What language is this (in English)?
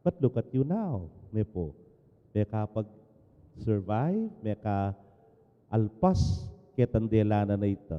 Pampanga